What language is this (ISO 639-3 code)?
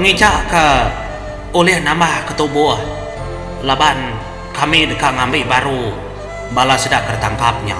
iba